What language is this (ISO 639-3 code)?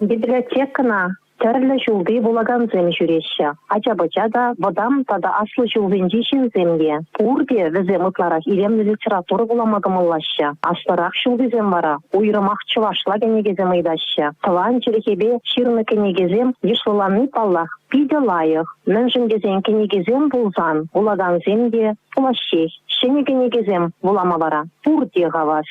chv